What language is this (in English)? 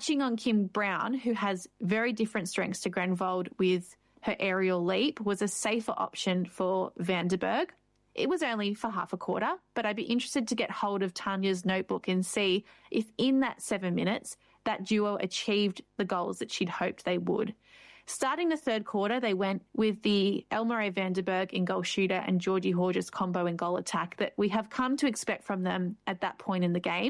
English